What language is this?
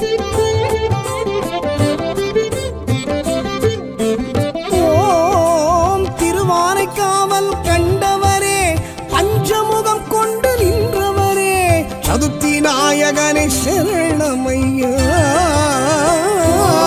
Tamil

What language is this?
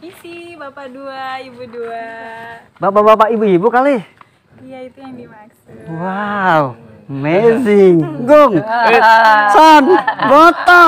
Betawi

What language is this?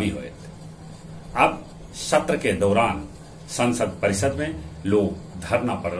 Magahi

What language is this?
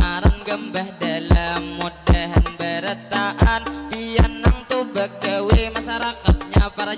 Banjar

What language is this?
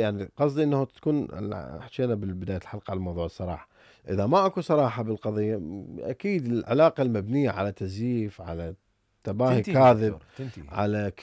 Mesopotamian Arabic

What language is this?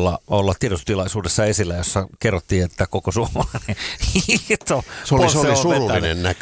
Finnish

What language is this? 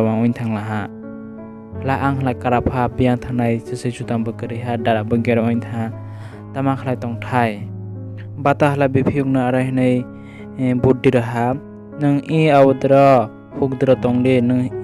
Kok Borok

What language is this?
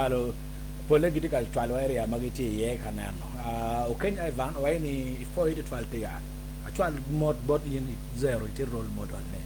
Acoli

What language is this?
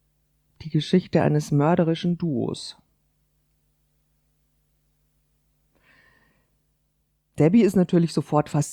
German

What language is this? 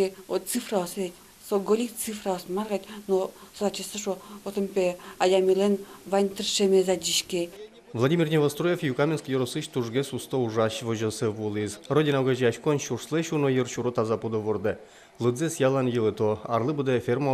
Udmurt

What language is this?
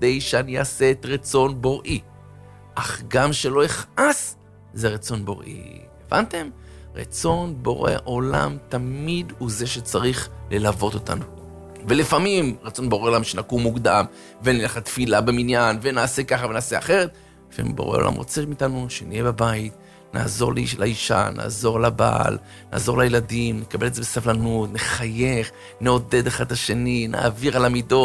Hebrew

